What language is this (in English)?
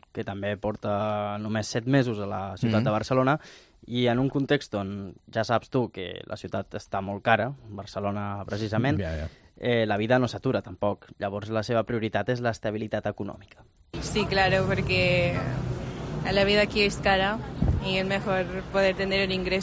Catalan